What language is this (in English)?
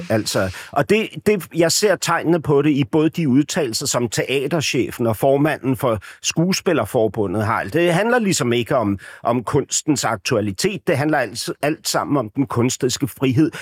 Danish